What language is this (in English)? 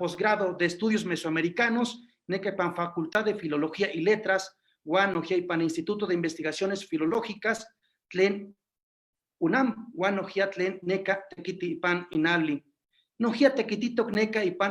Eastern Huasteca Nahuatl